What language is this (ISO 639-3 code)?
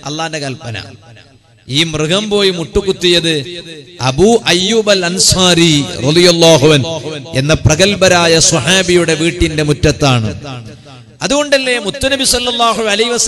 mal